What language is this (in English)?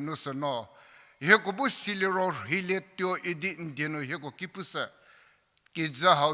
Angami Naga